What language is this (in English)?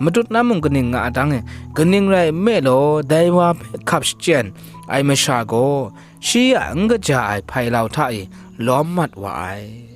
Kachin